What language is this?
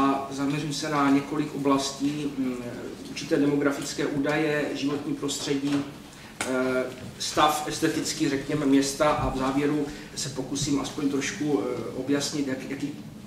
Czech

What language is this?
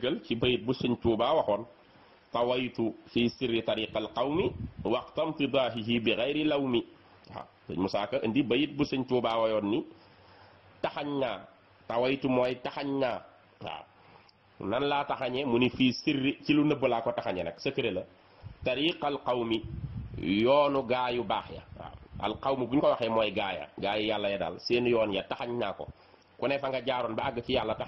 Wolof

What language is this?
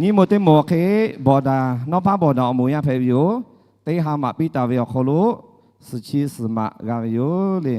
Lahu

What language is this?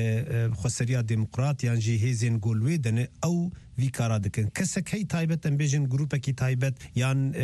Kurdish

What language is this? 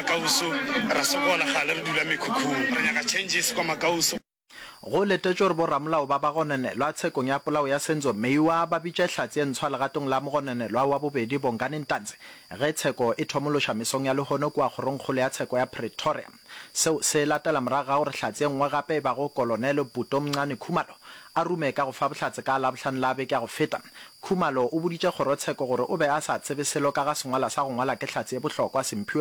Northern Sotho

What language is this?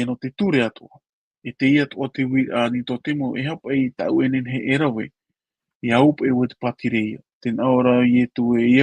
Tahitian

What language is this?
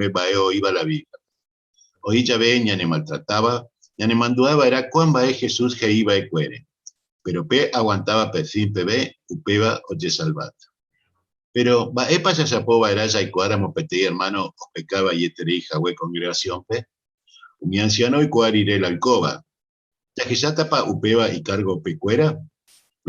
Guarani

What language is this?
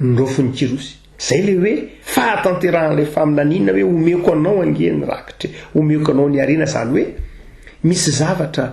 Malagasy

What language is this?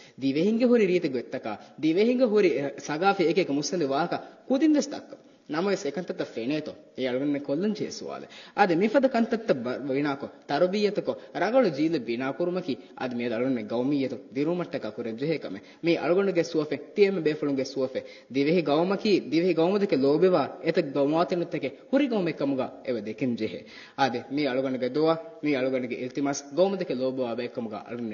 Divehi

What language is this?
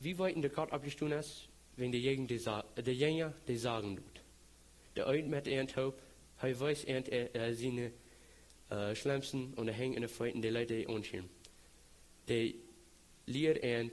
Plautdietsch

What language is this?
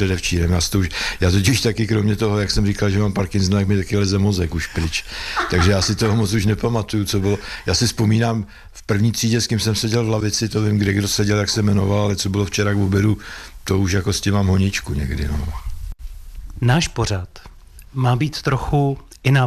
Czech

